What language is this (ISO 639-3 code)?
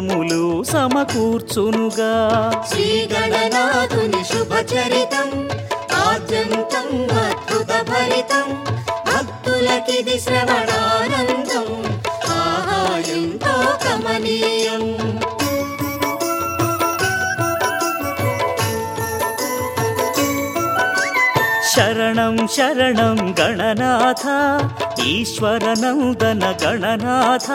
tel